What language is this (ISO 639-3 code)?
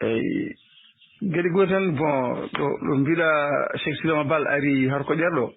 ful